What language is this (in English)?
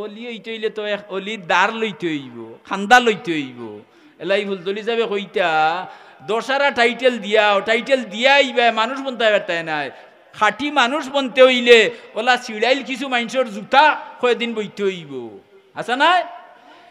Sylheti